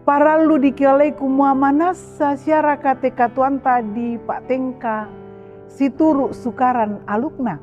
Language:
Toraja-Sa'dan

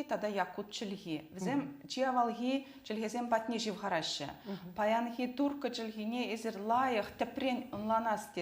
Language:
Chuvash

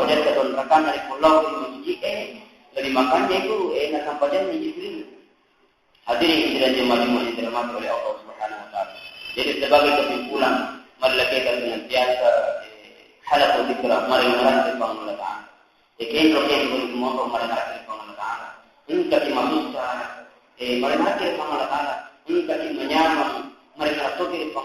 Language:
Buginese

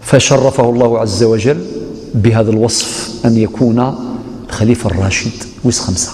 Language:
Algerian Arabic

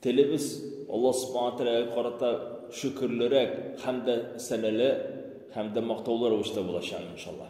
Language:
Tatar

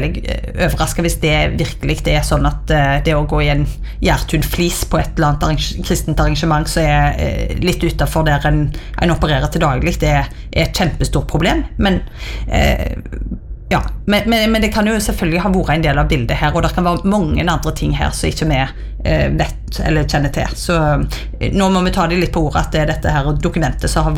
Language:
Norwegian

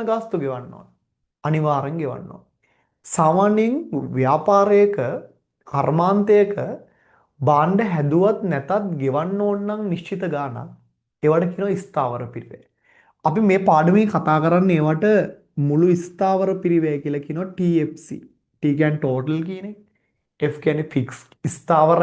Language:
Sinhala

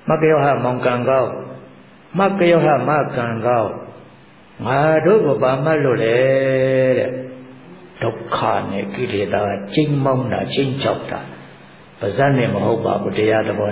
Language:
Burmese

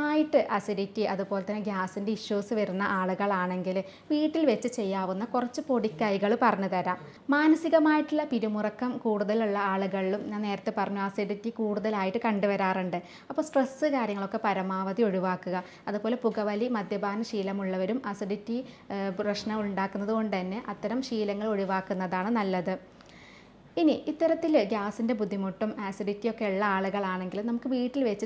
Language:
Malayalam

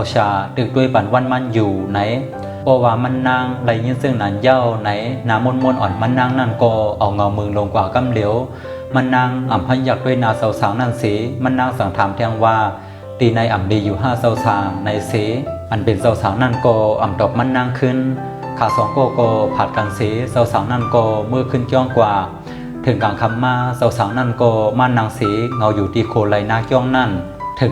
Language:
Shan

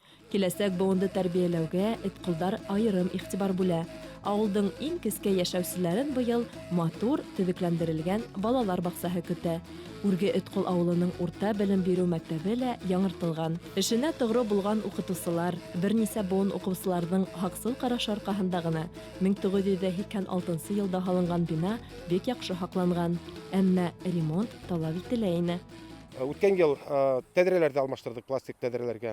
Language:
Bashkir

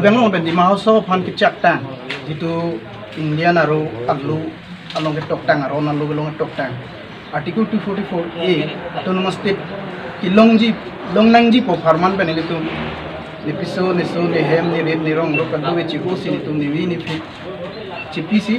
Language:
Karbi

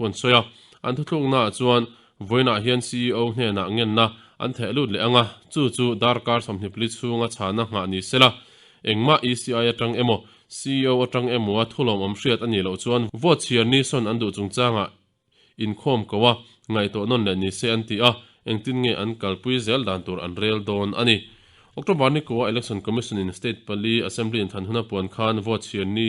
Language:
Mizo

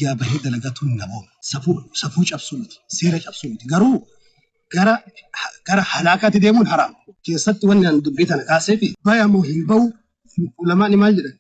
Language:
Oromo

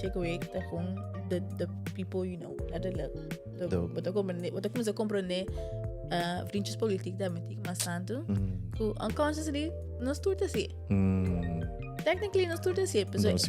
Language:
Papiamento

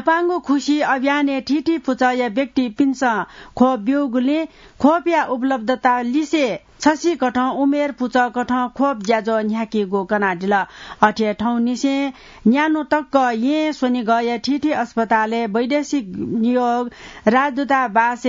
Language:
Newari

